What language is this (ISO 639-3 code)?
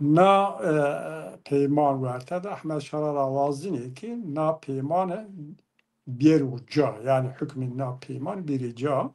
zza